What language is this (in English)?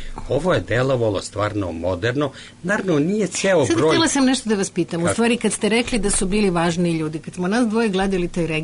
Serbian